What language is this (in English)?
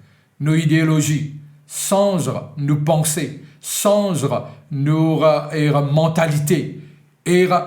Morisyen